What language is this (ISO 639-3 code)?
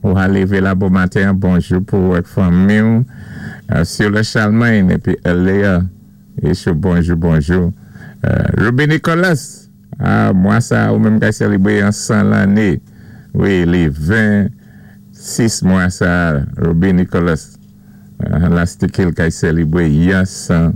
acf